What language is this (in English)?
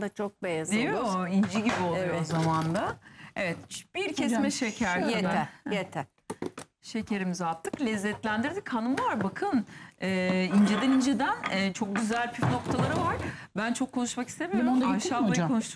Turkish